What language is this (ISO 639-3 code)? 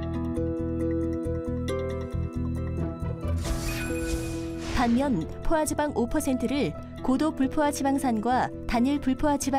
kor